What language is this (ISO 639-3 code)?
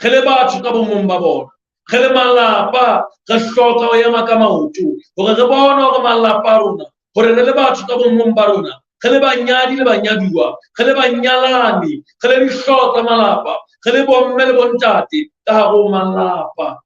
sot